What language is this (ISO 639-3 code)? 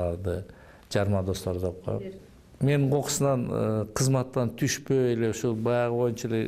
kir